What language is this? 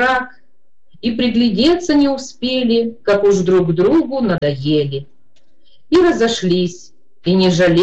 Russian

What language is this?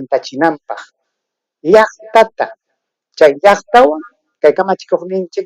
Ayacucho Quechua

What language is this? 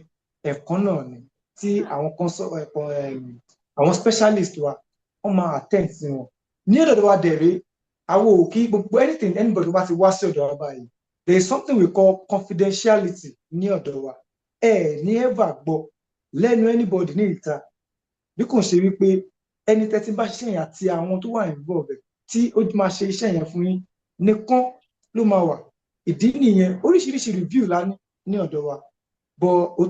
Yoruba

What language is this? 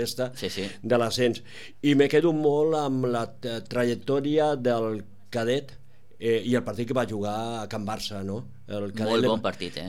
Catalan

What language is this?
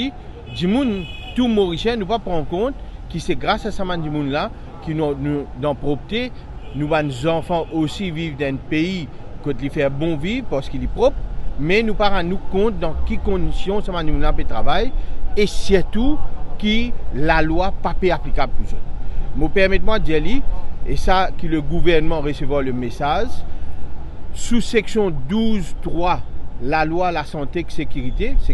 Morisyen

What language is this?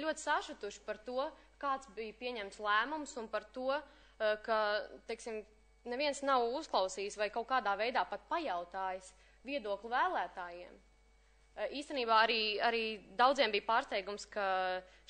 Latvian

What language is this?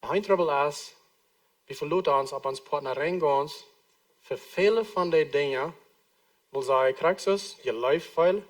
Plautdietsch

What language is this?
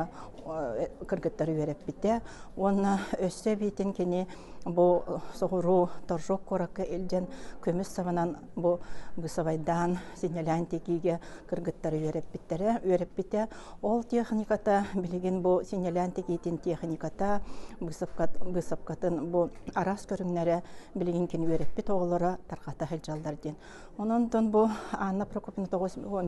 Yakut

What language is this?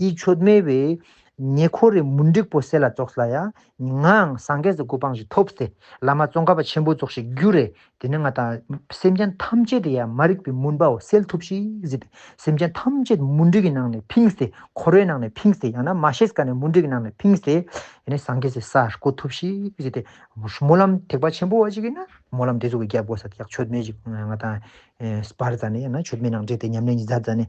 Ladakhi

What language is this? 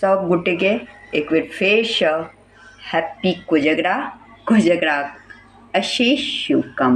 Maithili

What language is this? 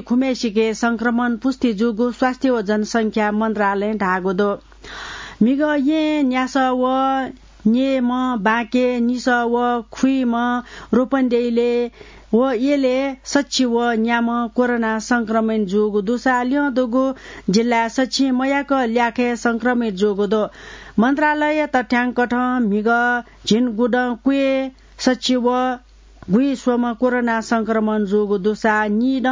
Newari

